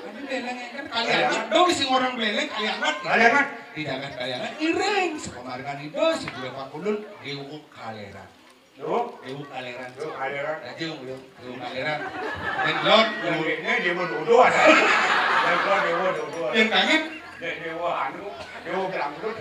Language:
Balinese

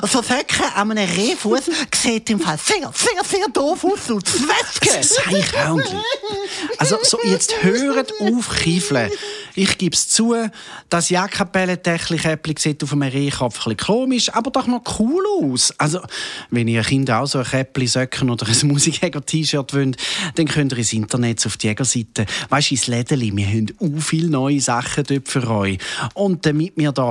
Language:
Swiss German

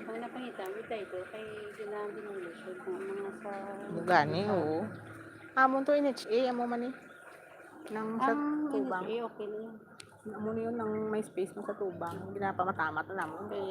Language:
Hiligaynon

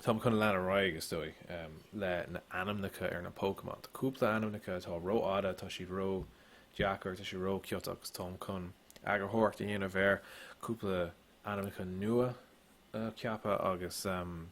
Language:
Irish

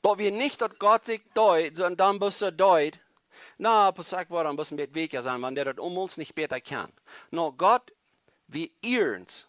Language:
Plautdietsch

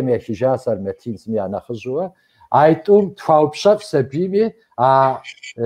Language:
Kabardian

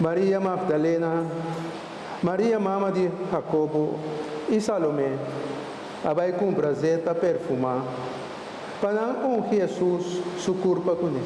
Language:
Papiamento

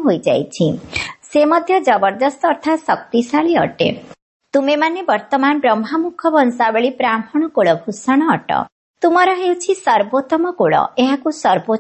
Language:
Odia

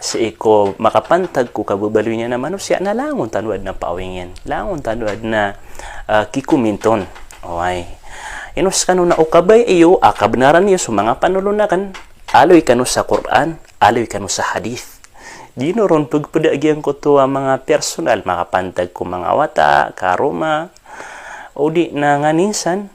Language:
Maranao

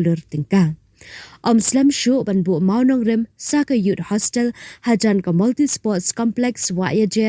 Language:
Khasi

